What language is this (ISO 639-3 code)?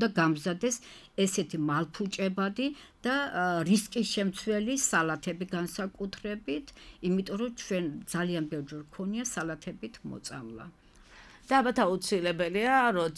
kat